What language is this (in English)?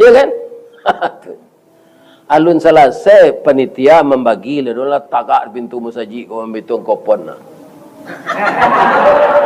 Minangkabau